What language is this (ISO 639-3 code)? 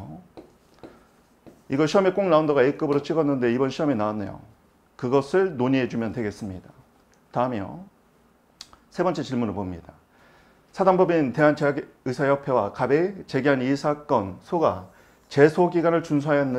kor